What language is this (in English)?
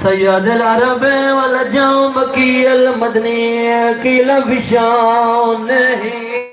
Saraiki